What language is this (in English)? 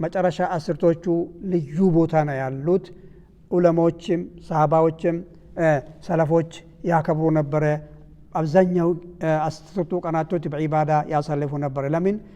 Amharic